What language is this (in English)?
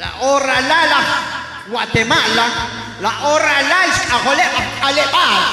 Kekchí